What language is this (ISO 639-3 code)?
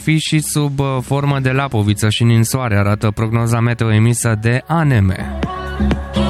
ron